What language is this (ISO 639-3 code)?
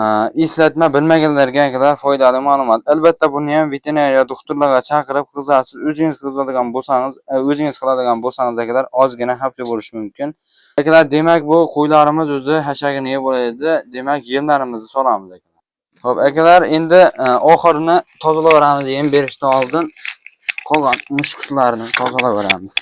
uzb